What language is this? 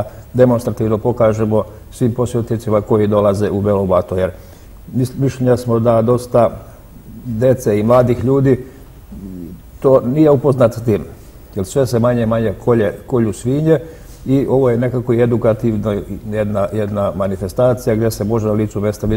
Serbian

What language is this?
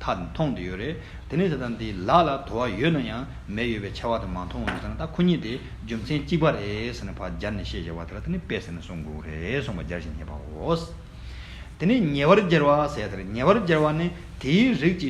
Tibetan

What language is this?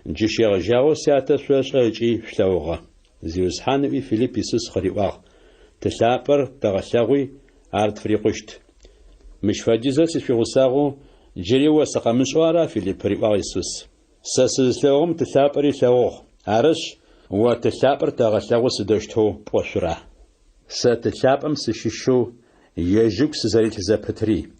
Adyghe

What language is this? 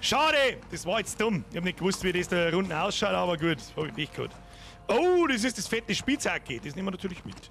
Bavarian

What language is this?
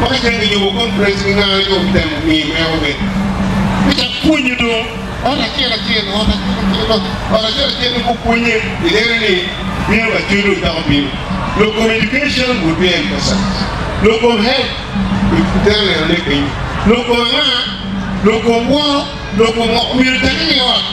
Acoli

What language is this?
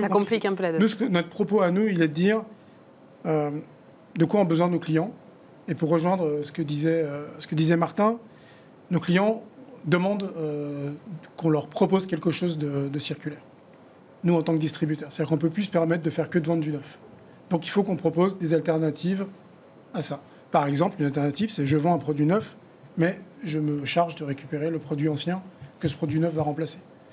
French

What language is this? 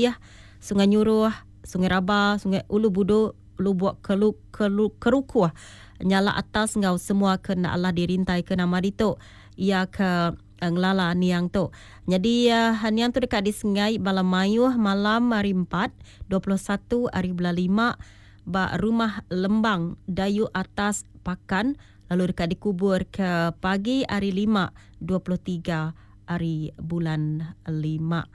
Iban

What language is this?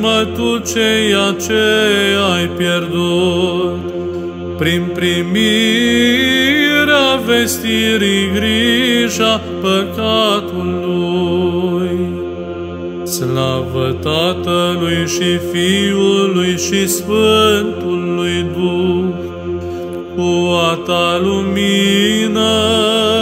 Romanian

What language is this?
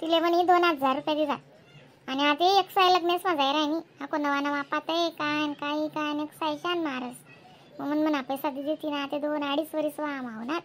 Khandesi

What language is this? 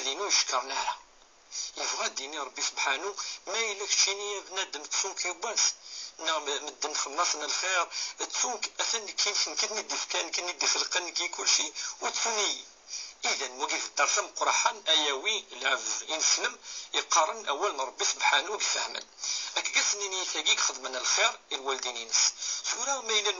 Kabyle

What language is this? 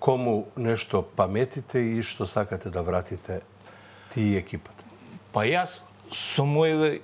Macedonian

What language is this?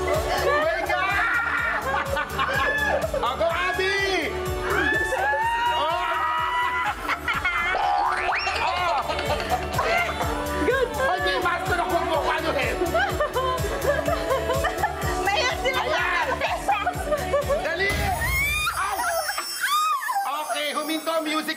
Filipino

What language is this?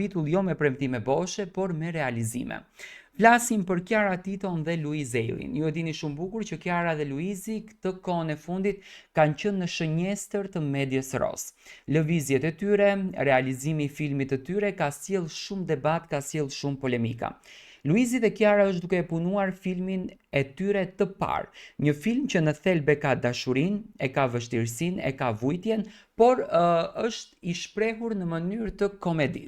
Albanian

